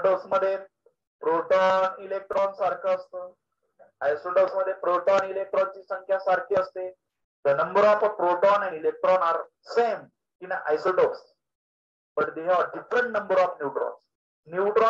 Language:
Marathi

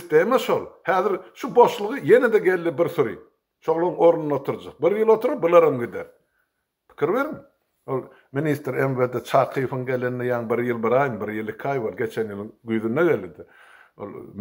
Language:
Turkmen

